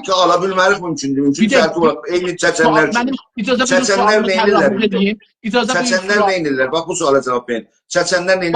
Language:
South Azerbaijani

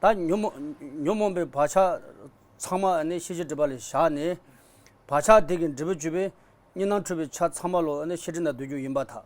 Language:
Tibetan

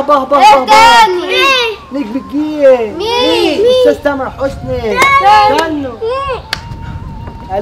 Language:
Egyptian Arabic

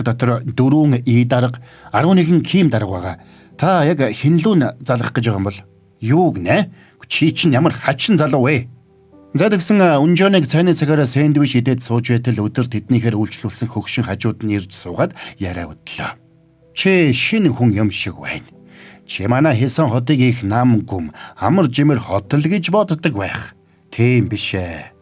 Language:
Mongolian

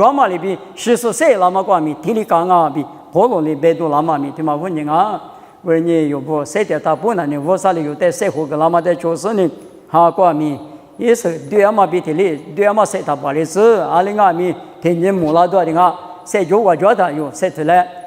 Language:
Lisu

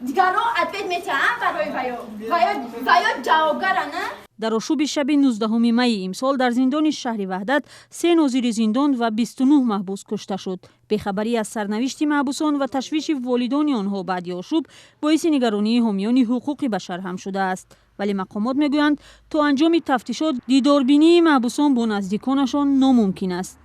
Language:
Tajik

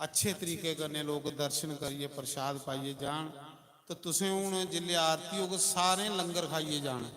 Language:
Dogri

